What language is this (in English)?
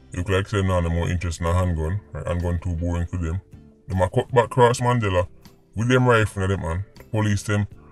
Jamaican Creole English